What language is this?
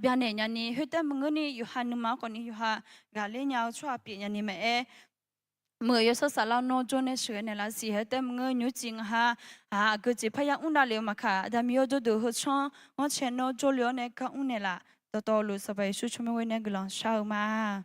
Akha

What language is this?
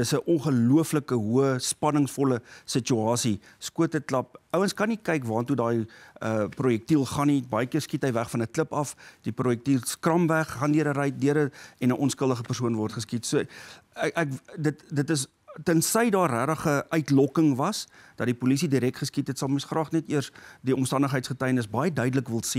Afrikaans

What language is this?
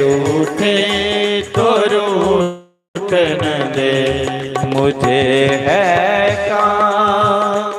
Dogri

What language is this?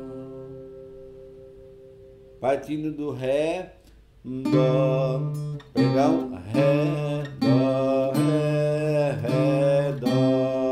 Portuguese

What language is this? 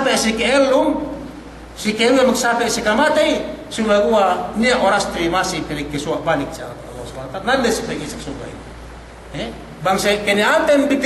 Yakan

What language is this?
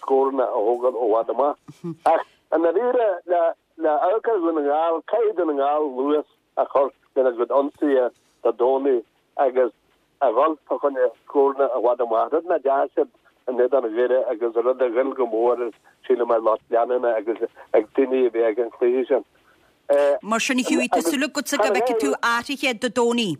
Irish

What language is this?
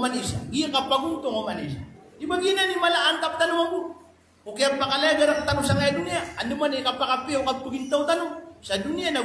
Maranao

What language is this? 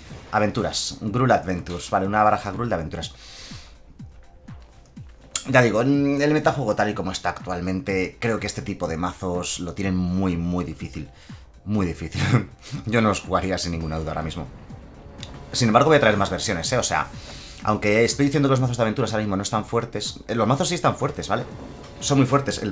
Spanish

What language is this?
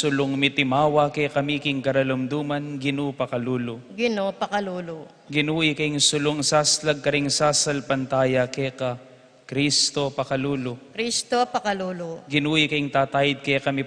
Pampanga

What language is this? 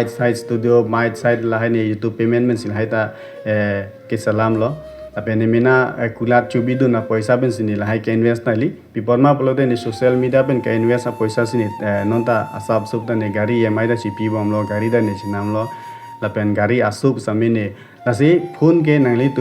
Karbi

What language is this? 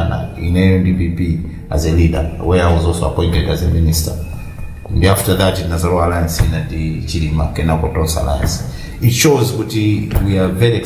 Nyanja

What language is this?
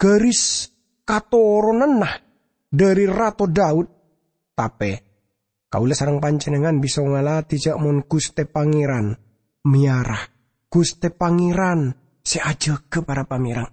Madurese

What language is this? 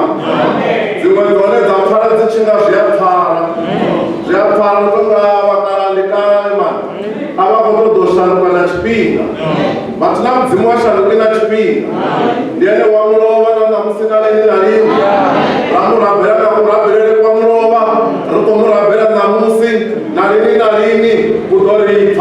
Venda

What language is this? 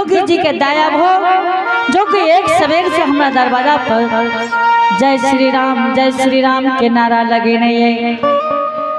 Angika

